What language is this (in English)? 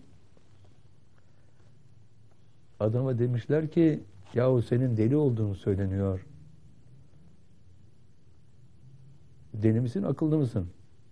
Turkish